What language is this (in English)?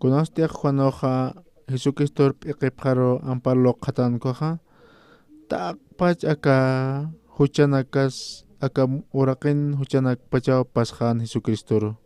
Aymara